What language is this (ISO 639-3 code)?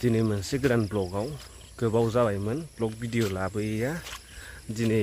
brx